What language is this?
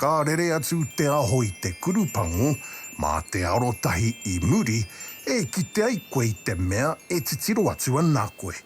Māori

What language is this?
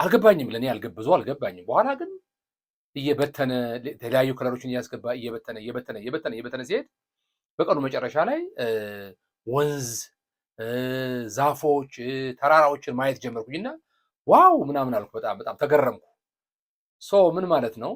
Amharic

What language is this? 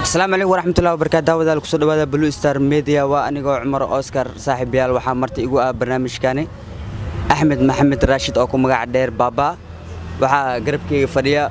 Somali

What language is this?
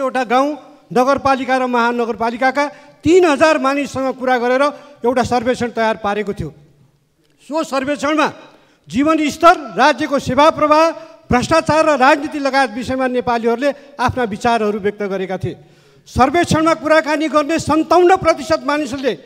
Nepali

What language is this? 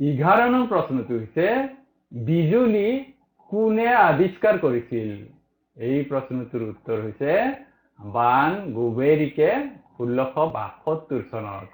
Assamese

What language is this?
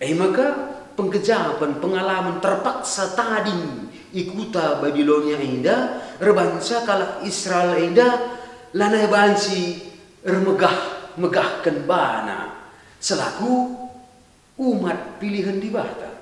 Batak Karo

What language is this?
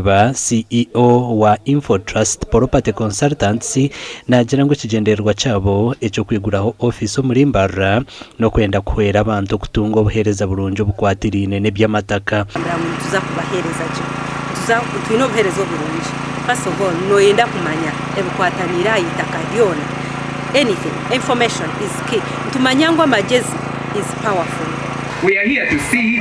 Nyankole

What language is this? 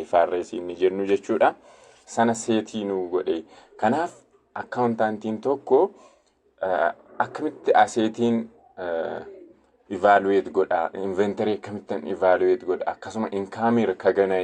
Oromo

